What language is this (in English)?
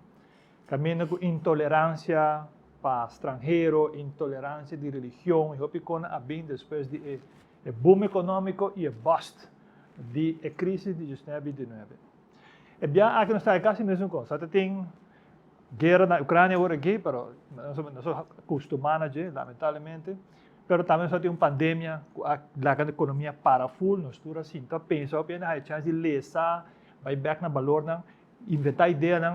Papiamento